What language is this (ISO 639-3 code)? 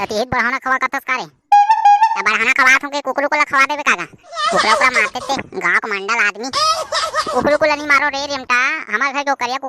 hne